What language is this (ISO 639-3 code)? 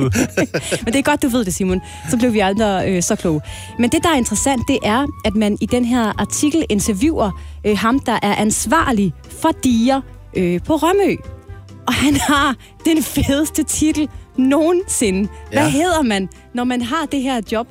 dan